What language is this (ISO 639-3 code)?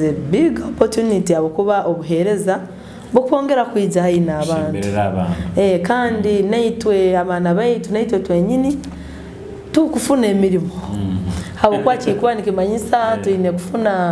nyo